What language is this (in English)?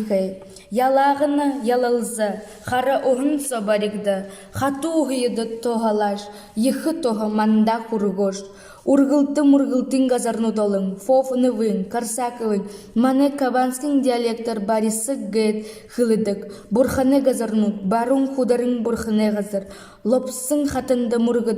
Buriat